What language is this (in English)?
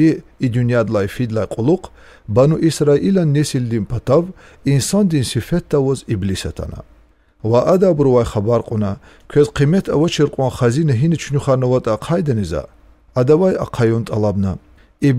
Lezghian